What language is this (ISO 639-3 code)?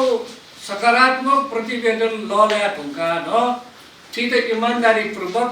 new